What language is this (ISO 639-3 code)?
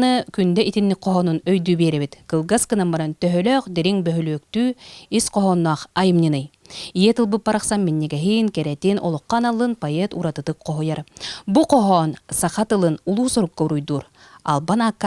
sah